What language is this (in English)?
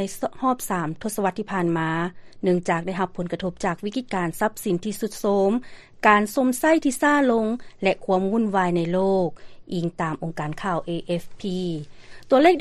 Lao